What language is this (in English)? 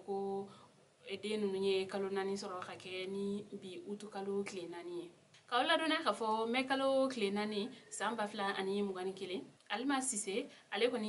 Bambara